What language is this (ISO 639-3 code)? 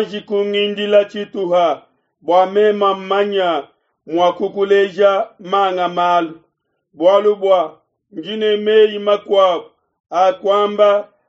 lua